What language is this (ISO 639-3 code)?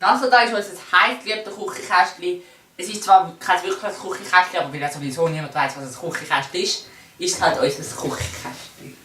gsw